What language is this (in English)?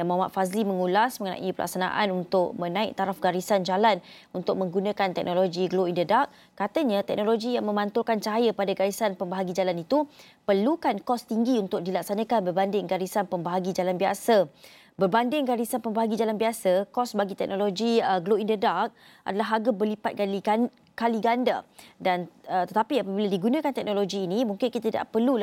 Malay